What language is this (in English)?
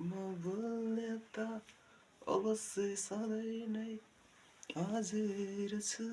Nepali